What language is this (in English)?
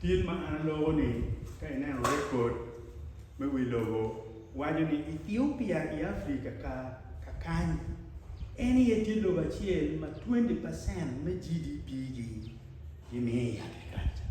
Acoli